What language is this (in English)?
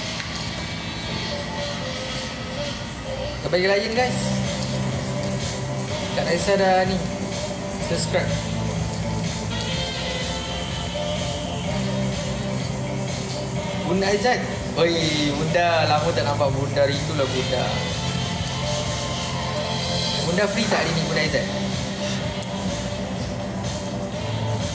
Malay